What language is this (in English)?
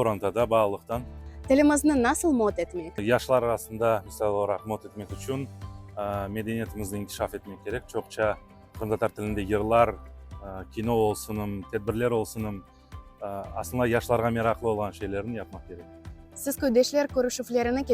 Crimean Tatar